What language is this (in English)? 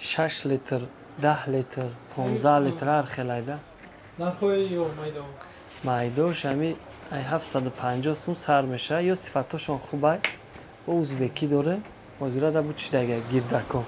Tajik